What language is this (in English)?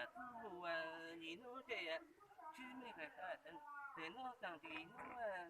Hmong